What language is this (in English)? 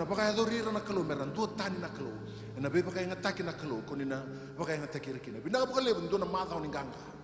Fijian